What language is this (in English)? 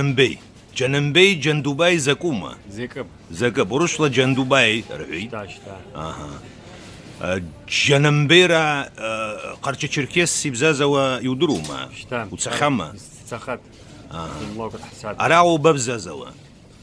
Abkhazian